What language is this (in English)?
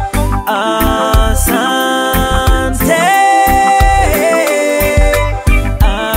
Swahili